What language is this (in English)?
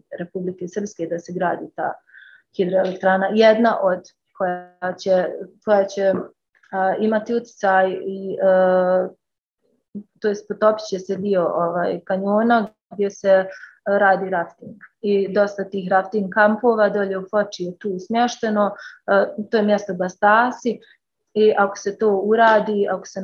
Bosnian